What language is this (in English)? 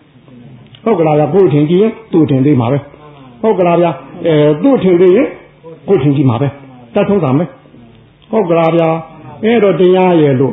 Burmese